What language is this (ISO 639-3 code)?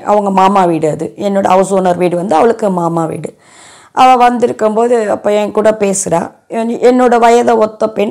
tam